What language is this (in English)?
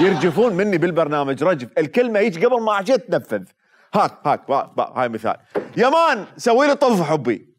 Mesopotamian Arabic